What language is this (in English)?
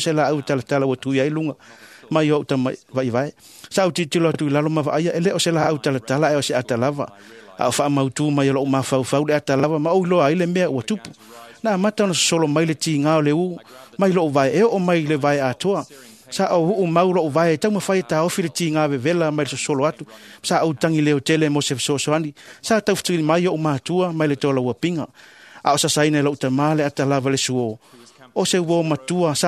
Samoan